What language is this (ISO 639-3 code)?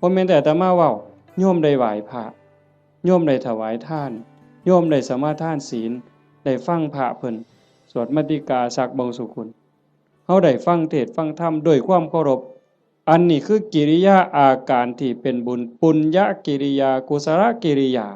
tts